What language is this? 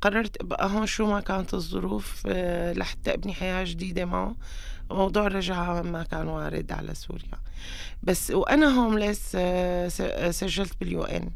North Levantine Arabic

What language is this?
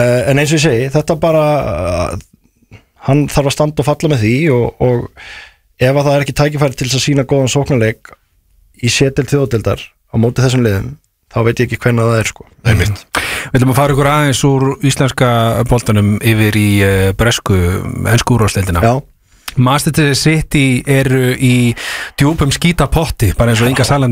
Icelandic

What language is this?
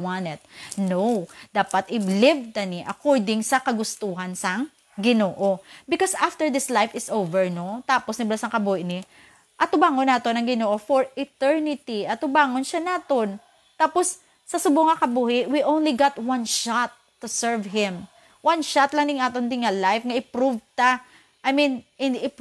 Hiligaynon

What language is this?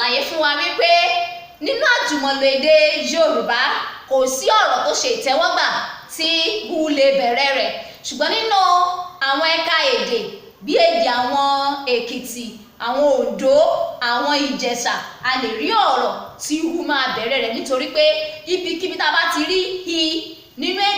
Yoruba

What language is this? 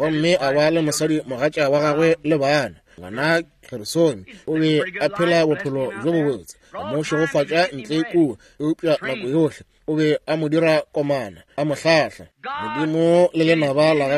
Northern Sotho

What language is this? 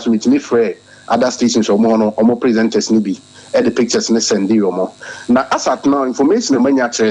Akan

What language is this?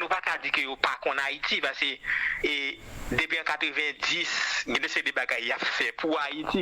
Haitian Creole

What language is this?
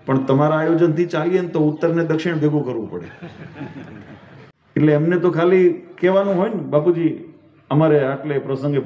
Gujarati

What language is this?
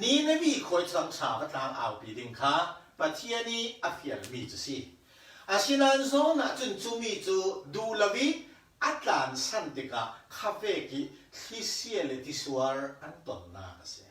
Falam Chin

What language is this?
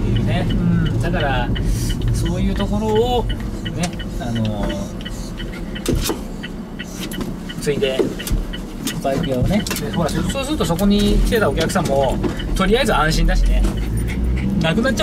Japanese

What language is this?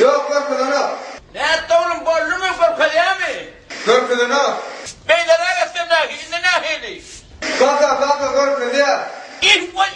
Turkmen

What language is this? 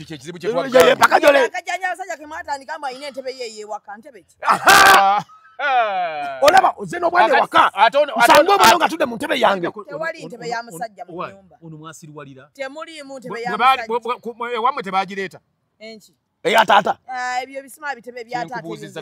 Ganda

